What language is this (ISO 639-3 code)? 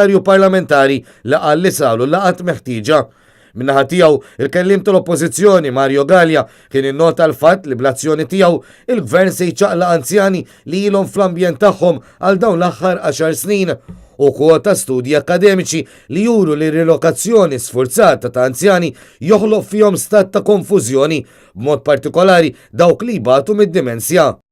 mlt